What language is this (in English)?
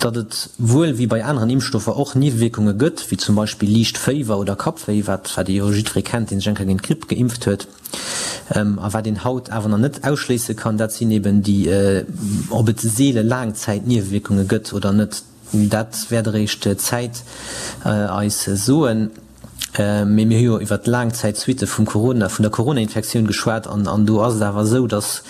Luxembourgish